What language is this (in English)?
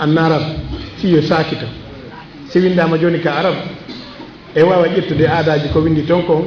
Fula